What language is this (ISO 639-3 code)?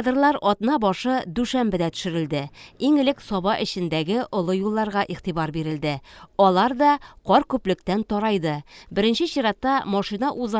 tat